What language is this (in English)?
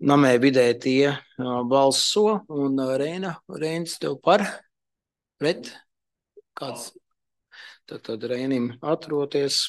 Latvian